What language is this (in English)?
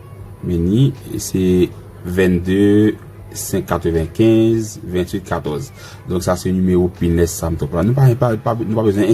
Haitian Creole